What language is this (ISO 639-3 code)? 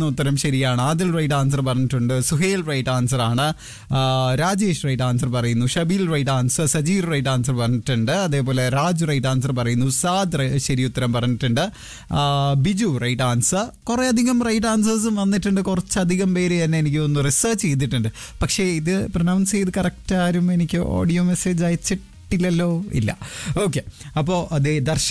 mal